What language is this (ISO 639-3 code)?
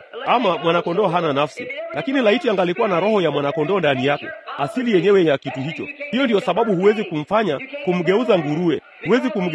swa